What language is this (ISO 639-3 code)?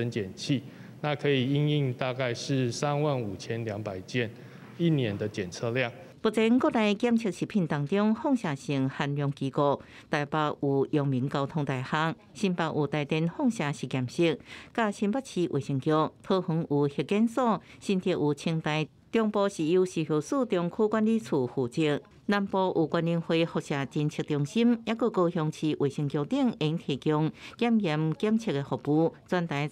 nan